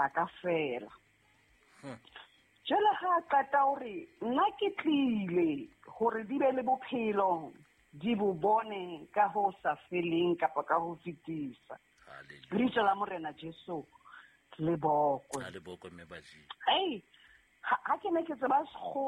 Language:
Southern Sotho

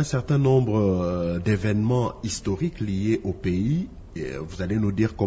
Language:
French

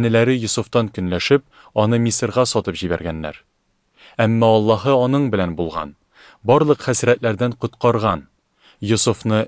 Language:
Tatar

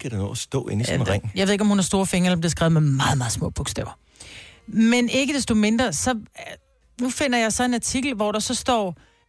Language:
Danish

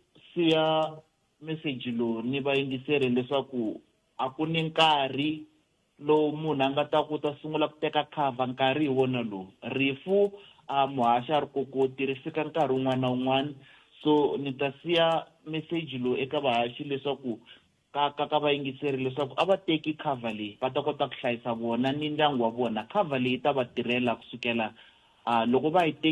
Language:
Tsonga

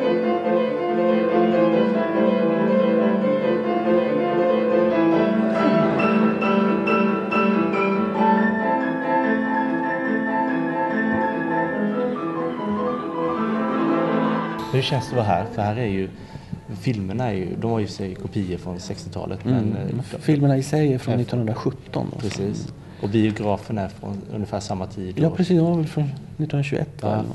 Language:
Swedish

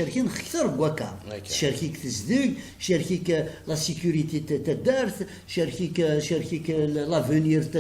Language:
Kabyle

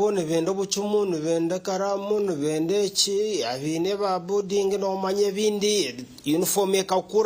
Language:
Nyankole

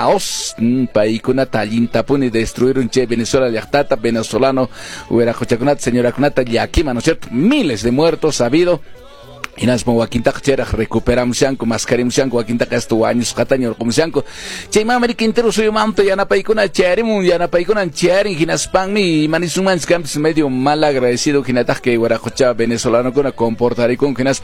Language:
Quechua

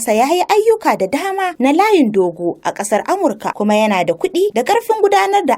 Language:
Hausa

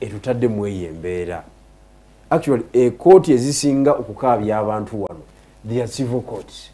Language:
Ganda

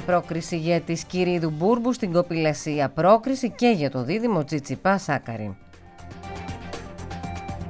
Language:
Greek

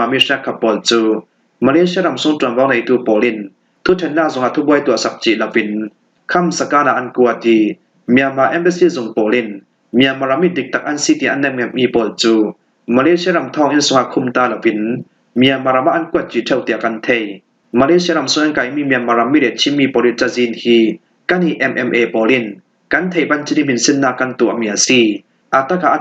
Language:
Falam Chin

